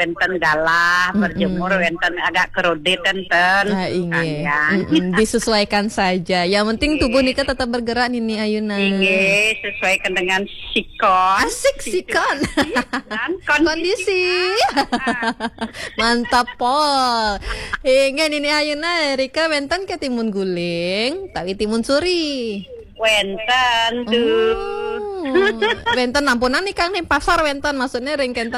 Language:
Balinese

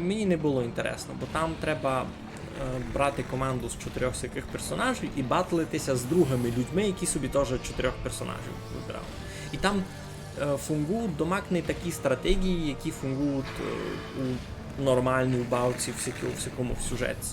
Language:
Rusyn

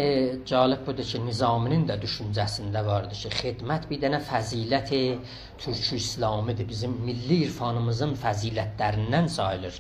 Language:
South Azerbaijani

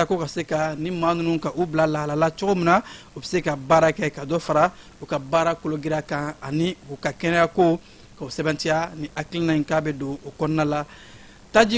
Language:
Bambara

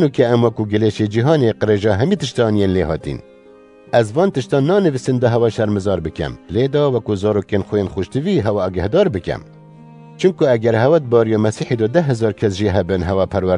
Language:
Kurdish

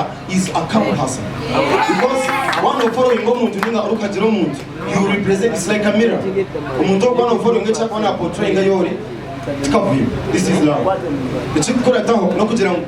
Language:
Nyankole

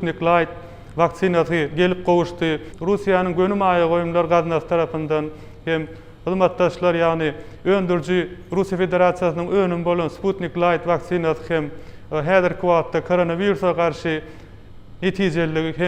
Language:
Turkmen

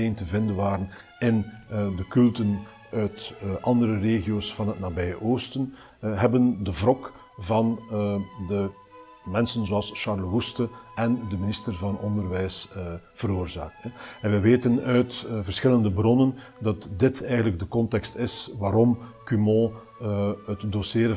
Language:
Dutch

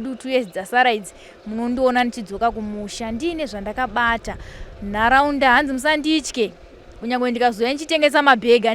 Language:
Shona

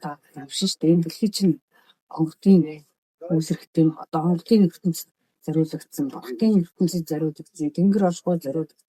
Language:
Mongolian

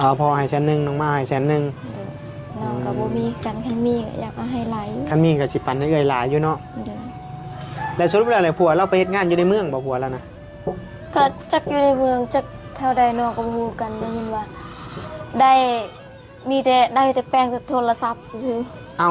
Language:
Northeastern Thai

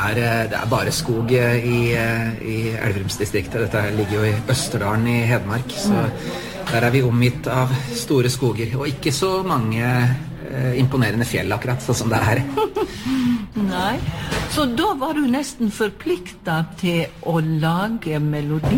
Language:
Norwegian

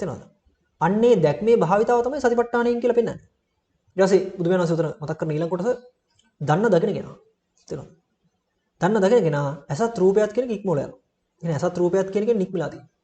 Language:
Sinhala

